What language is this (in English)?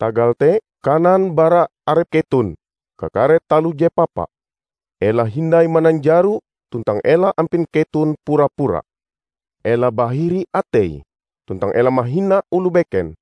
Ngaju